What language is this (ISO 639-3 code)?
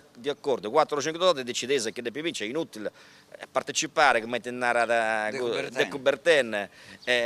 srd